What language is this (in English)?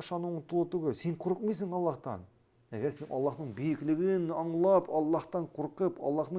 Tatar